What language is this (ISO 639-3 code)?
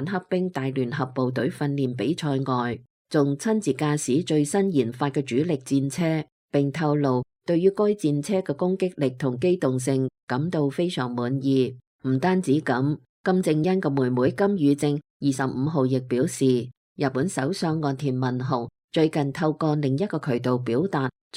yue